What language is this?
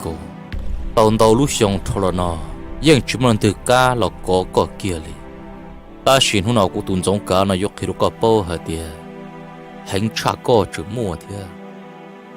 Hmong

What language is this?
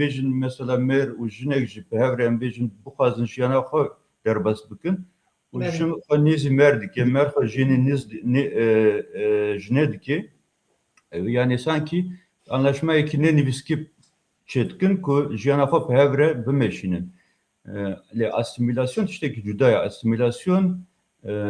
Kurdish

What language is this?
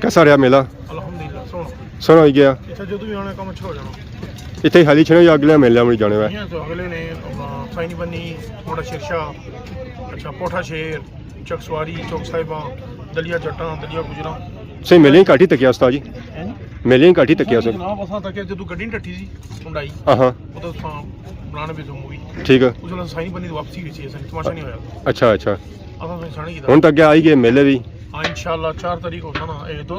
Pahari-Potwari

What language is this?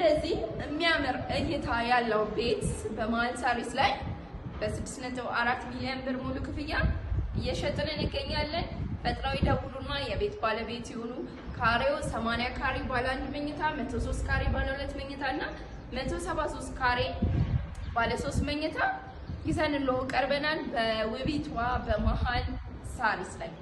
Amharic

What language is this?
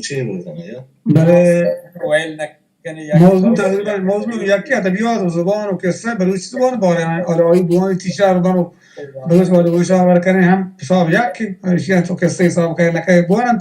Baluchi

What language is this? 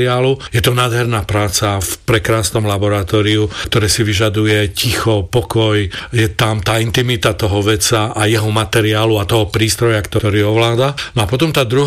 Slovak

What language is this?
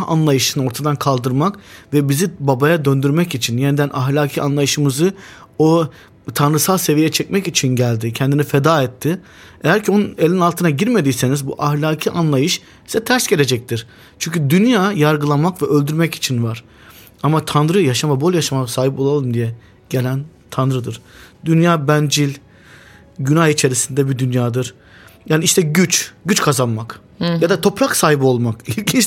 Turkish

